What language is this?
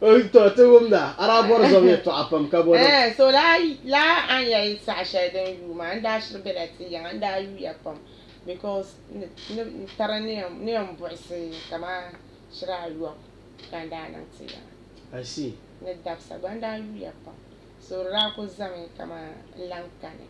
Dagbani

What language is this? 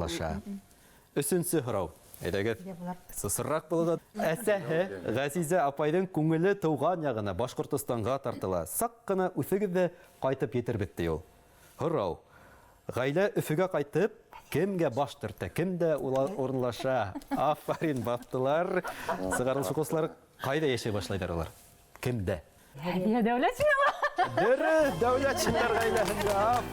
Bashkir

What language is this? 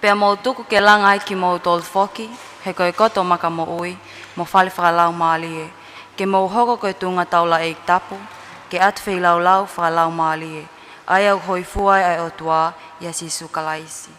Tongan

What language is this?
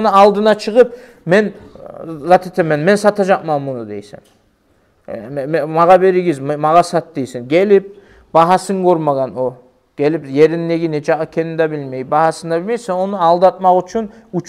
Kumyk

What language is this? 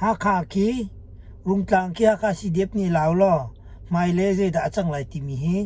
Hakha Chin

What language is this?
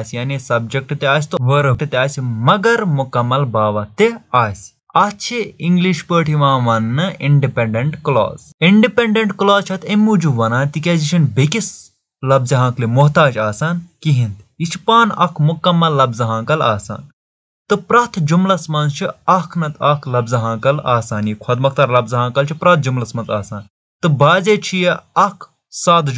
Kashmiri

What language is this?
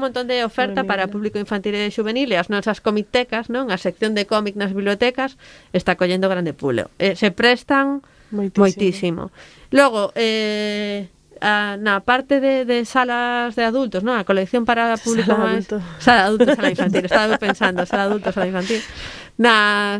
Galician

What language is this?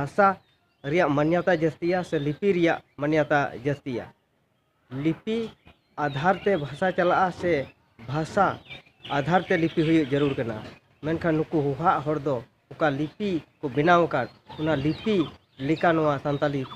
Santali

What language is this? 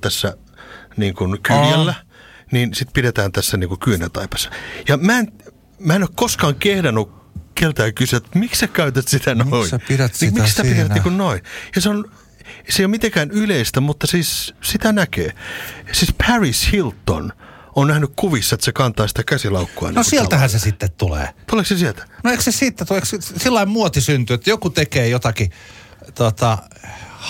Finnish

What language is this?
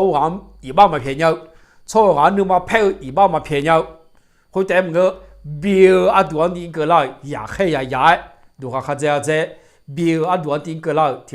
Akha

